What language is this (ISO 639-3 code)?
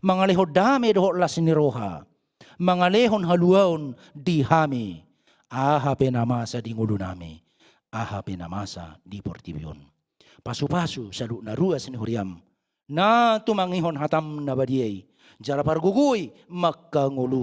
bbc